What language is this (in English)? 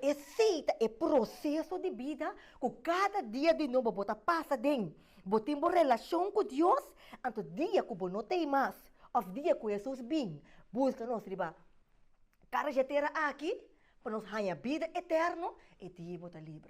Papiamento